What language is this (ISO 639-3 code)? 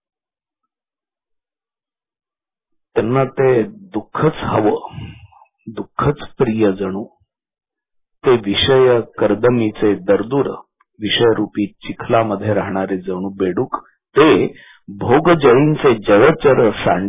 mar